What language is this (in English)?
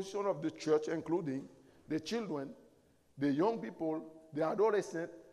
French